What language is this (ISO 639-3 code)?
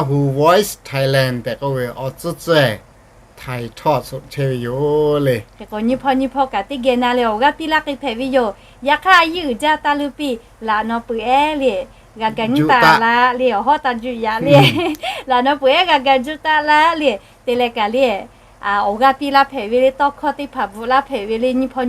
lhu